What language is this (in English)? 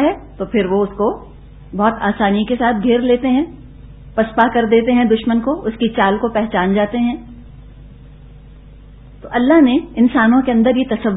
Urdu